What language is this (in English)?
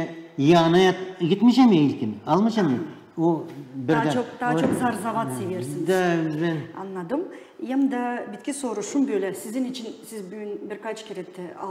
Gagauz